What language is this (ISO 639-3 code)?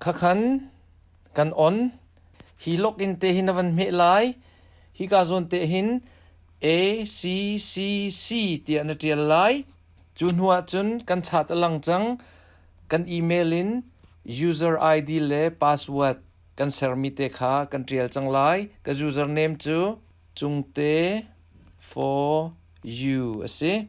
cnh